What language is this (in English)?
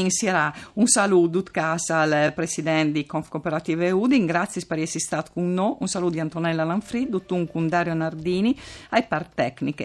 Friulian